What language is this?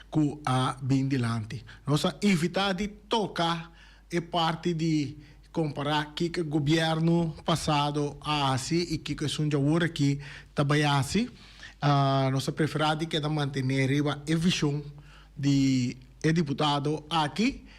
Papiamento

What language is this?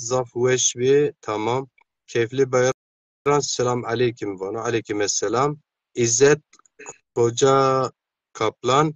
Zaza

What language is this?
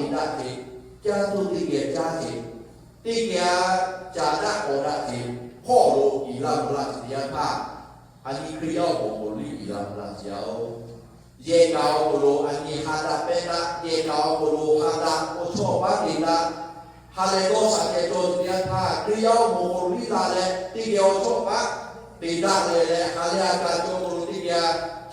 Lahu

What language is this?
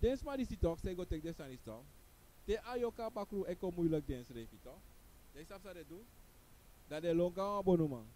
Sranan Tongo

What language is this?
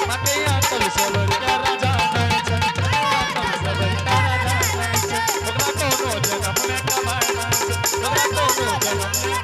Angika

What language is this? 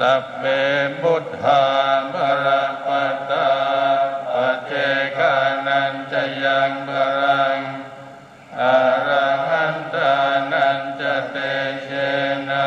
Pali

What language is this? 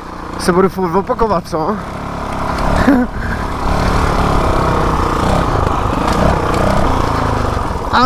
Czech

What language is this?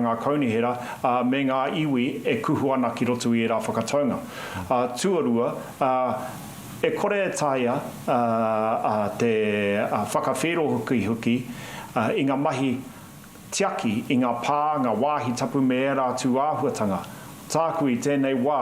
Māori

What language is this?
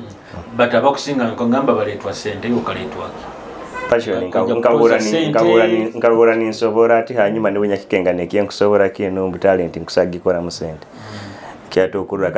Nyoro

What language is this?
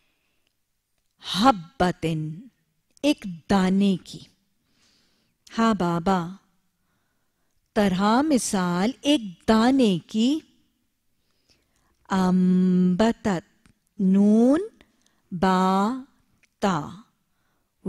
Urdu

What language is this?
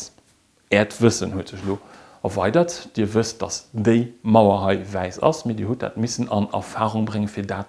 Luxembourgish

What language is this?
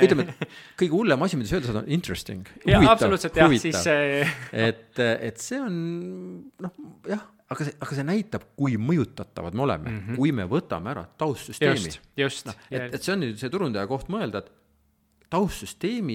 Estonian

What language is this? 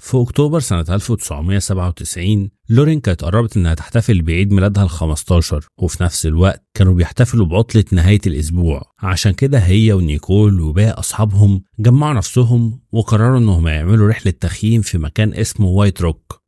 Egyptian Arabic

